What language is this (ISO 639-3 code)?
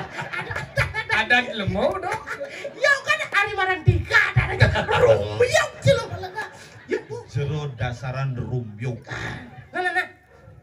ban